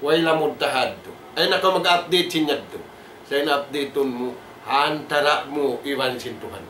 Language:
Tausug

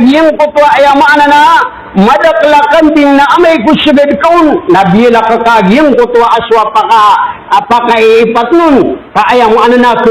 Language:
Maranao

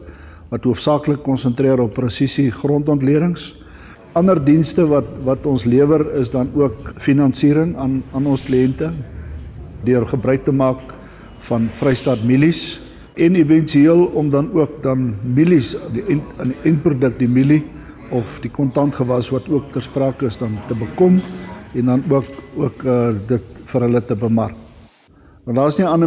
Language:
Afrikaans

